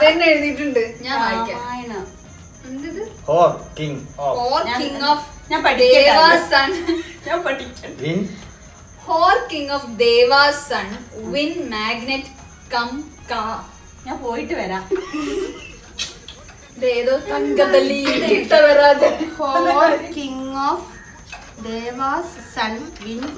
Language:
Malayalam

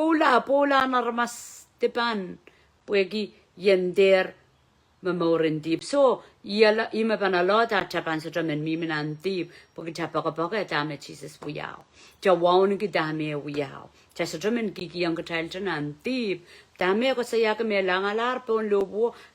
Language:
Pohnpeian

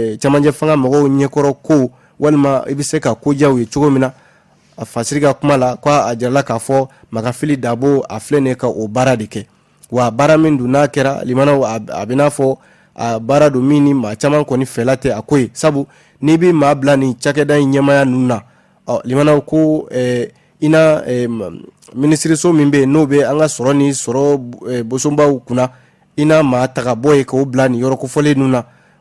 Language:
Bambara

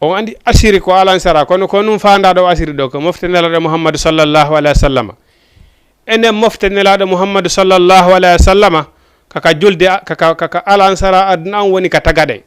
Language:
Fula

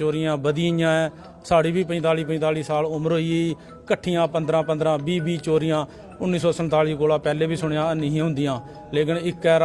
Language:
Dogri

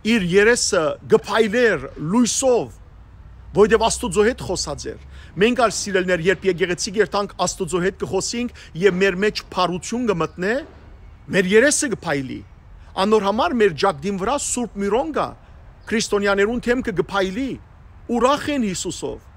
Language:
Western Armenian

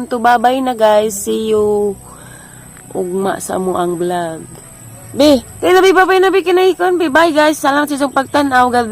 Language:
Cebuano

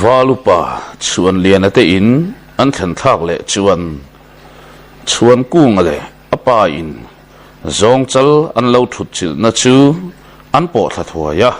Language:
Mizo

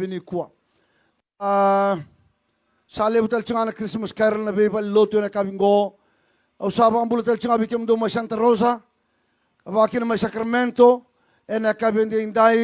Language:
Fijian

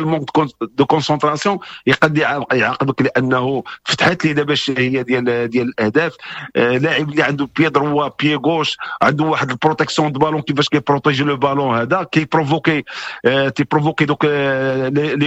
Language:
Moroccan Arabic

